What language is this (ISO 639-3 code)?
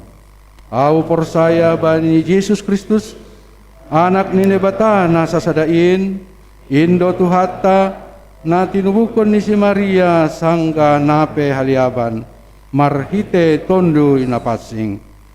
bts